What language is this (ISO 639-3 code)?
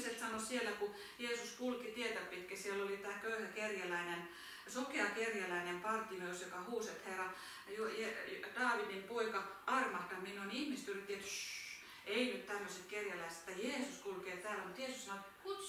fin